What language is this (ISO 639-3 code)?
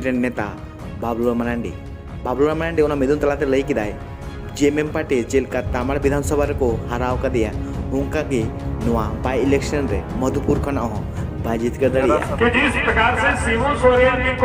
sat